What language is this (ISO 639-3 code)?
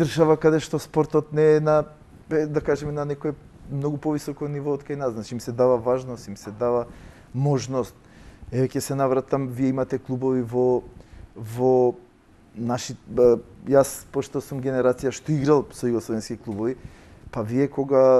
mkd